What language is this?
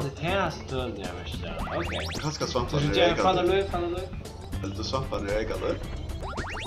Faroese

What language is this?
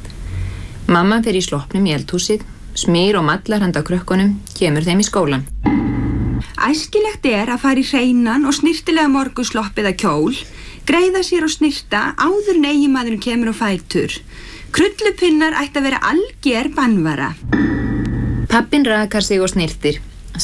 Icelandic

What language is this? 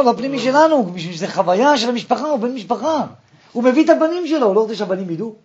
Hebrew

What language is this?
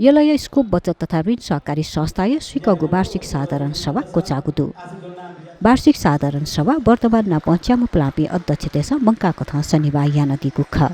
Newari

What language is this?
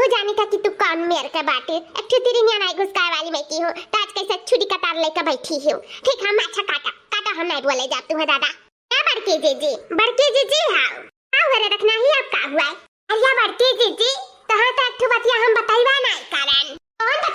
Awadhi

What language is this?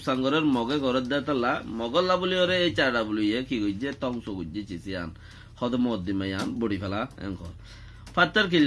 Rohingya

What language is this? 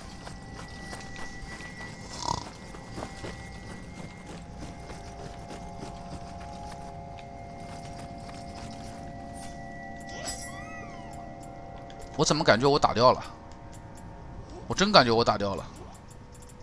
Chinese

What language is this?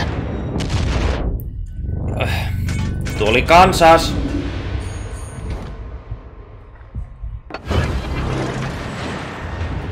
Finnish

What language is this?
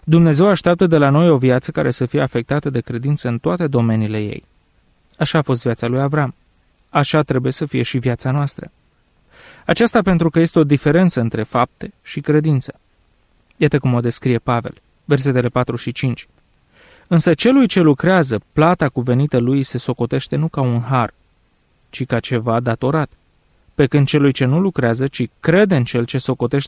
Romanian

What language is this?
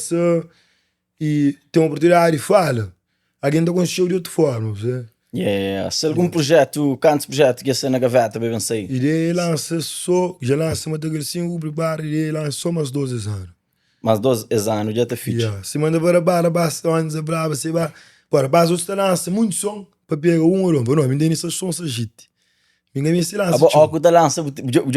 Kabuverdianu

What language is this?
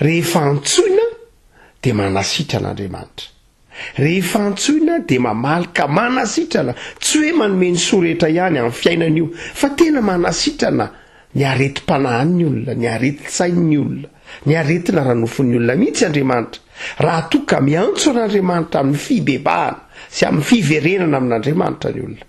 Malagasy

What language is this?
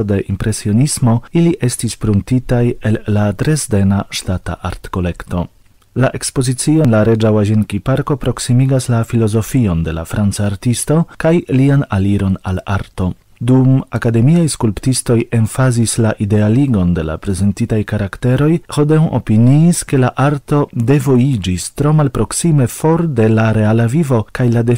Esperanto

